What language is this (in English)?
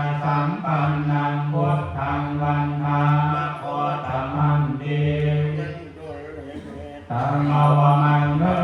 Pali